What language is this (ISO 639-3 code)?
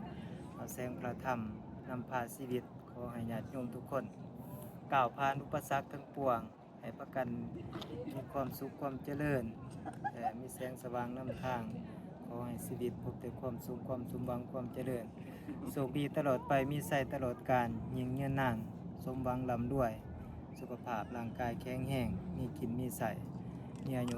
lao